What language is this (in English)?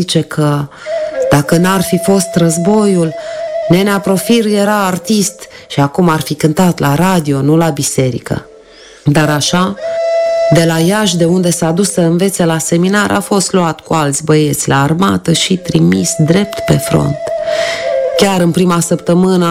Romanian